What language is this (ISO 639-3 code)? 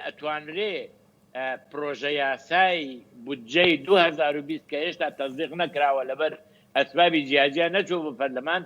ckb